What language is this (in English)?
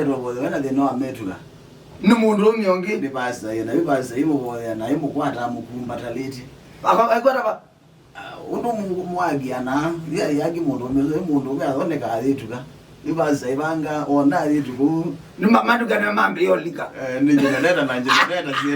Kamba